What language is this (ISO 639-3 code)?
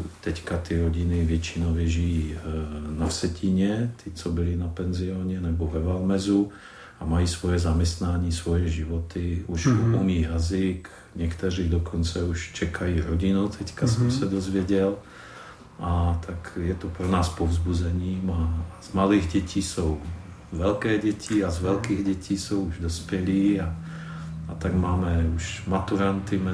ces